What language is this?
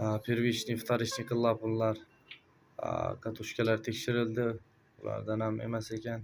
Uzbek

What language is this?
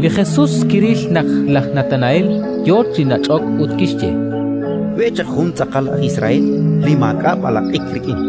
Kekchí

